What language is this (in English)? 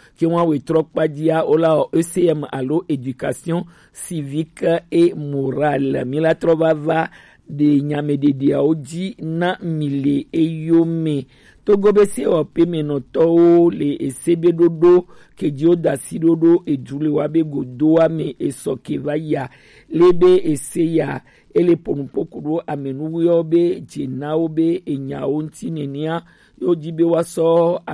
Gen